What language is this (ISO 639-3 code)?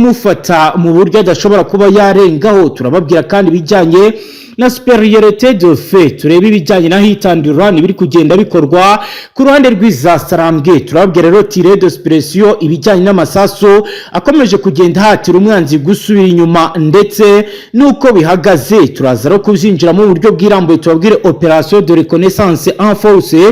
kin